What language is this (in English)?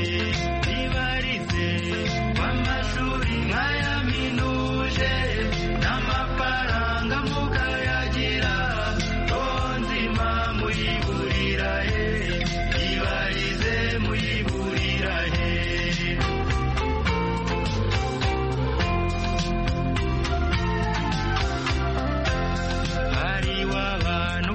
Kinyarwanda